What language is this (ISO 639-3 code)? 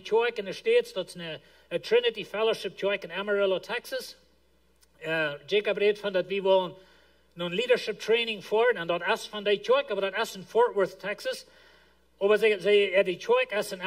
pdt